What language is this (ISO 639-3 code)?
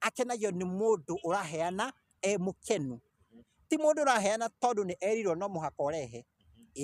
kik